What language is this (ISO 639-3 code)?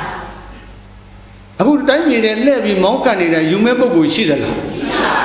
mya